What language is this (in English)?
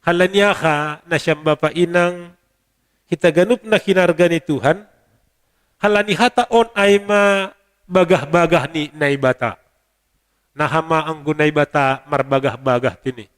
Batak Simalungun